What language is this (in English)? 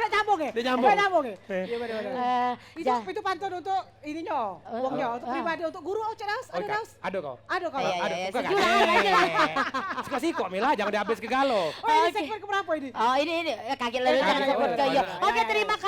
Musi